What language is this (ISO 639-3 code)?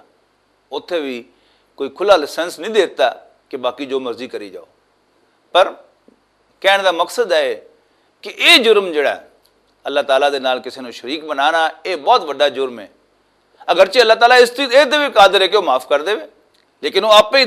lah